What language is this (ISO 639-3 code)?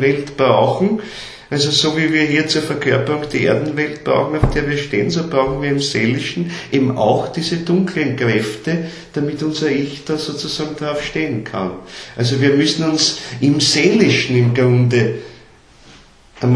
deu